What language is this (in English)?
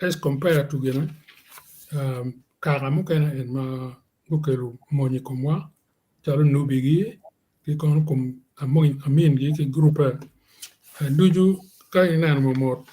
Acoli